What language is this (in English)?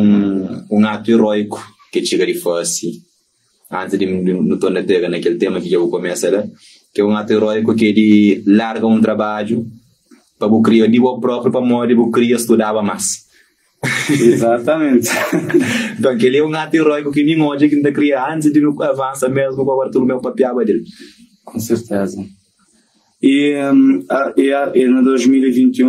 Kabuverdianu